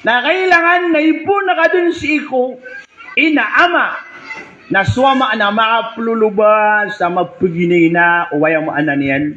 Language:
Maranao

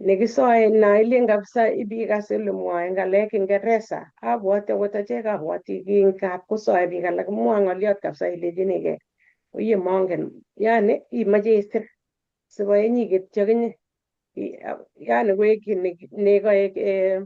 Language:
Kalenjin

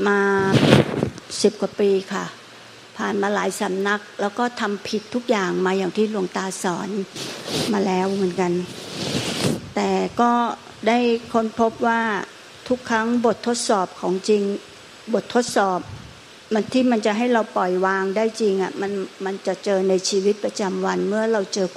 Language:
Thai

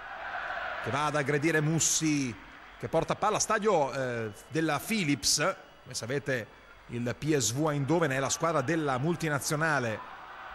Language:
Italian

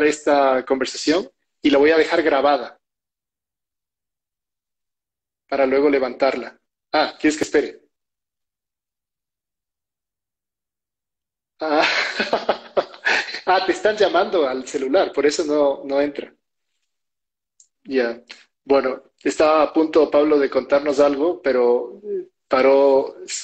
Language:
Spanish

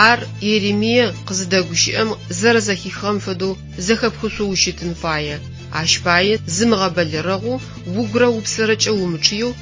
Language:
Adyghe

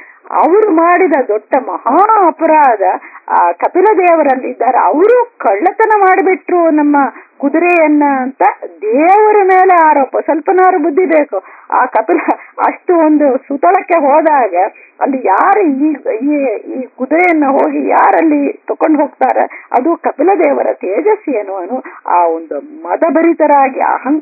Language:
Kannada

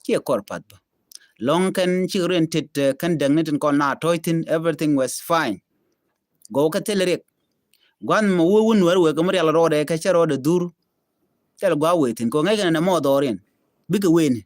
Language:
Nuer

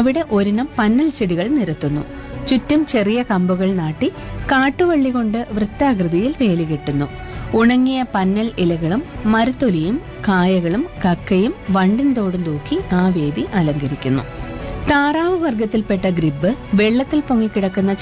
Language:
Malayalam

